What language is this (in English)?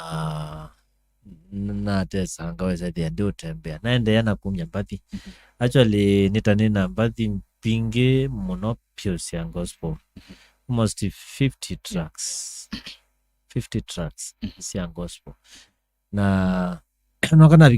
Kamba